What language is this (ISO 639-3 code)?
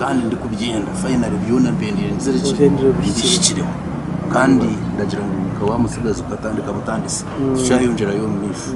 nyn